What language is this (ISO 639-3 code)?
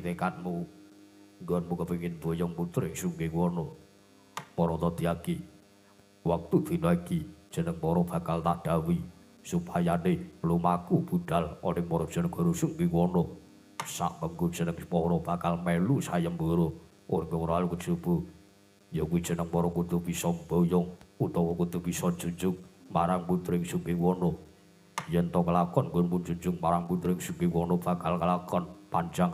jav